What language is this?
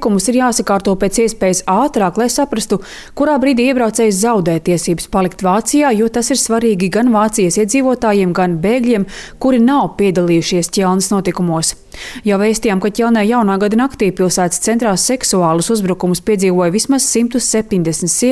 Latvian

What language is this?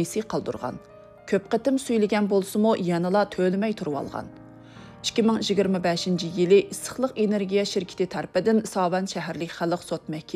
Uyghur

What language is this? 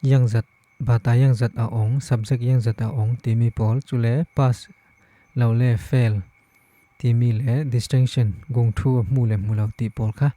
Falam Chin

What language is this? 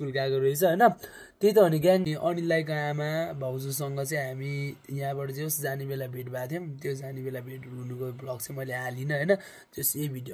Nepali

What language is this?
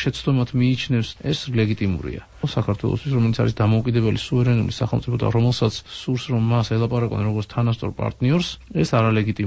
Georgian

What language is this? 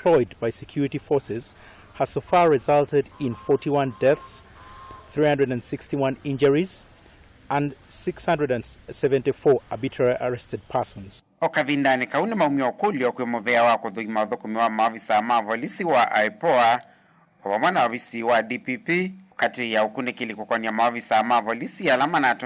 Kamba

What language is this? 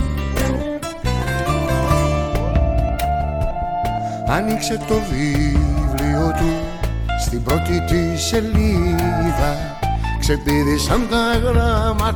Greek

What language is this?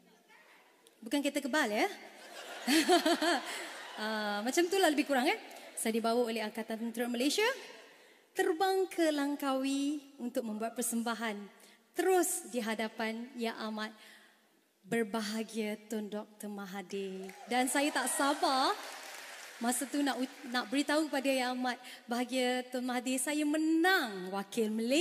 Malay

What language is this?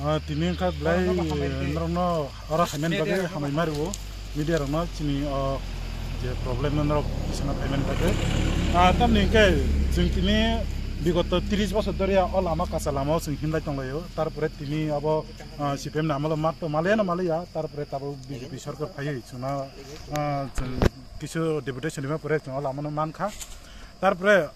Kok Borok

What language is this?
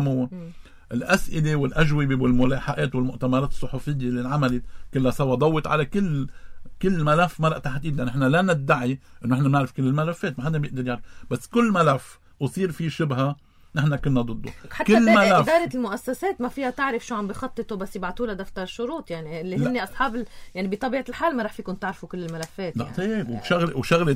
North Levantine Arabic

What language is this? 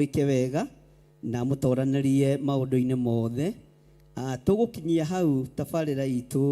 Kikuyu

